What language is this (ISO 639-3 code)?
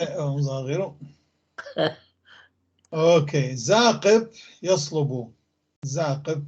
apc